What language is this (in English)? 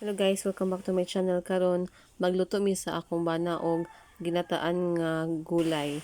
Cebuano